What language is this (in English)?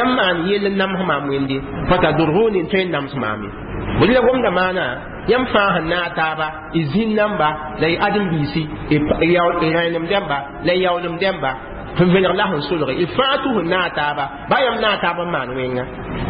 Mossi